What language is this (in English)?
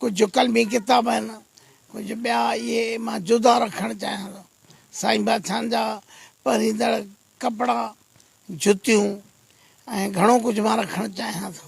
Sindhi